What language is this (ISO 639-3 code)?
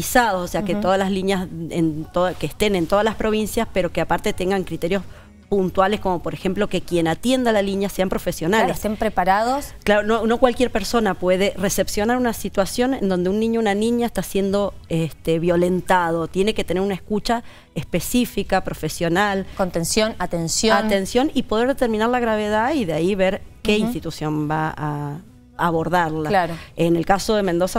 spa